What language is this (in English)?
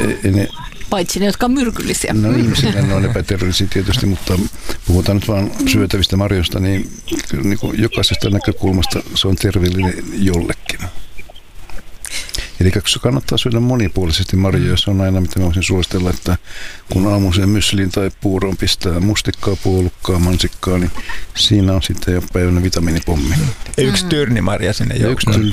Finnish